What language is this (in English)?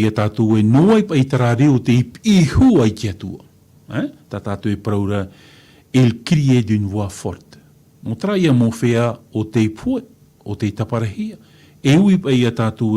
Tahitian